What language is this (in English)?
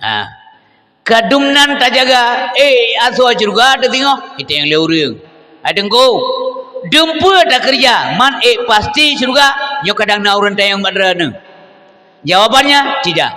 Achinese